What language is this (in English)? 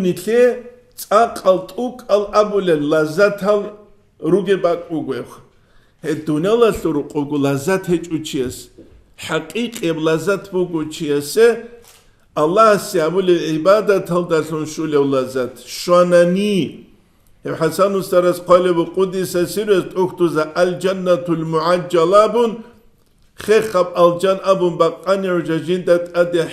Avaric